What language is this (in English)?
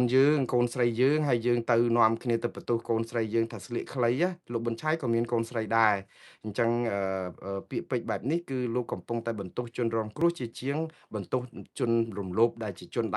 Khmer